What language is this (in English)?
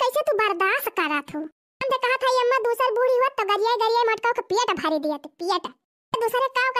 Awadhi